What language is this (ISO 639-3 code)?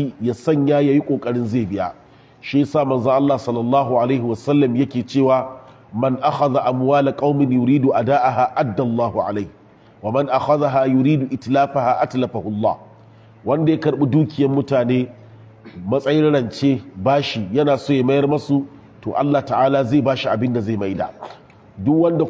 hau